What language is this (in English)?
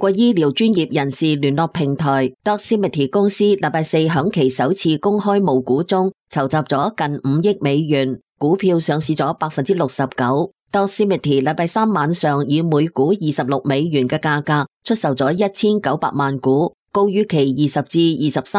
Cantonese